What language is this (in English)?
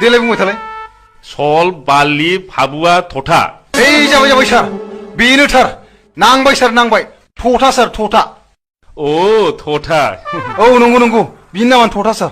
Bodo